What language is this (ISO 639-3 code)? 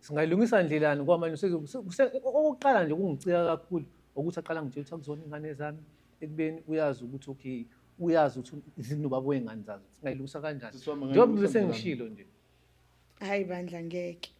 zul